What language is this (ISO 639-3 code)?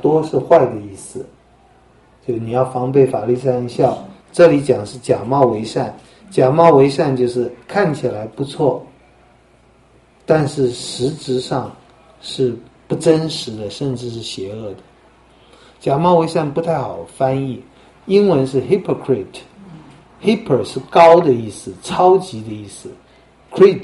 zho